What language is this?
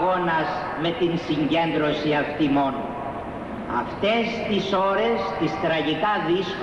Greek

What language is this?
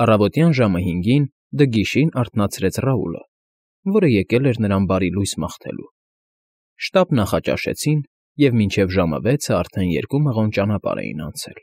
Armenian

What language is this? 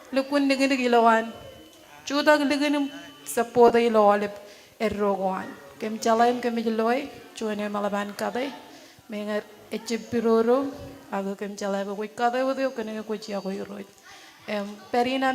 Marshallese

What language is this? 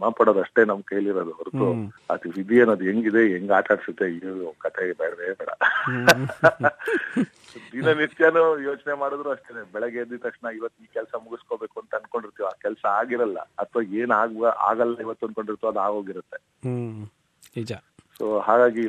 Kannada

